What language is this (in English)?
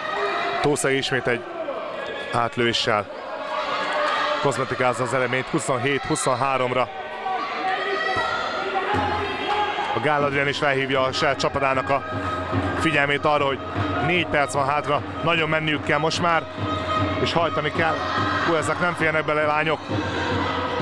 Hungarian